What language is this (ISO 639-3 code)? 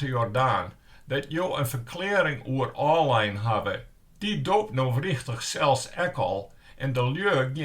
fry